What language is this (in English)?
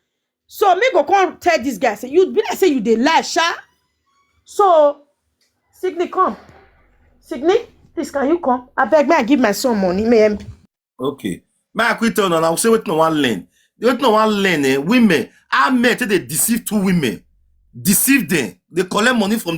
Nigerian Pidgin